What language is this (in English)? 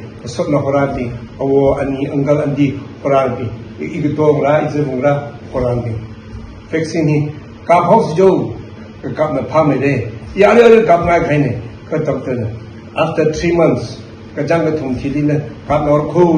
Tangkhul Naga (India)